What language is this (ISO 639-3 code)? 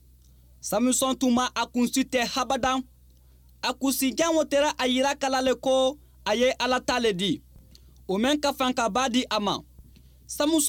bam